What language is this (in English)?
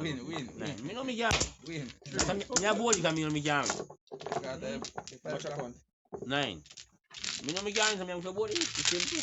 Jamaican Creole English